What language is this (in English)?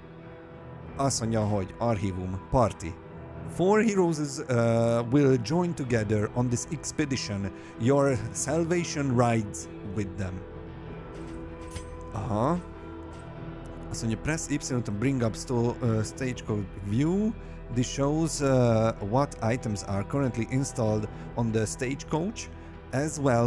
Hungarian